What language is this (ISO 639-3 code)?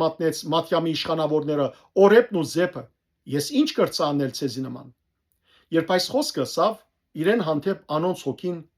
hyw